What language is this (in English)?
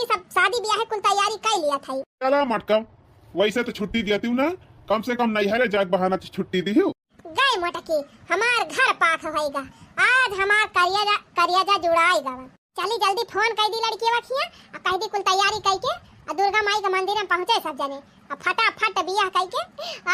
Awadhi